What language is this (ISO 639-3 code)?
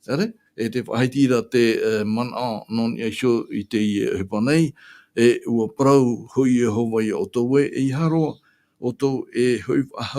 tah